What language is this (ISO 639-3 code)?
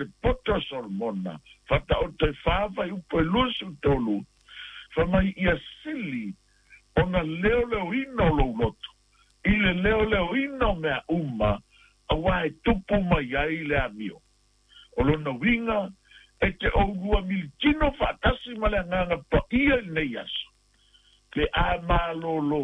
smo